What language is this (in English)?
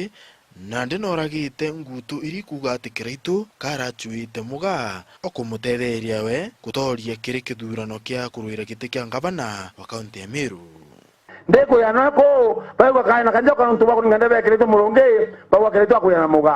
Meru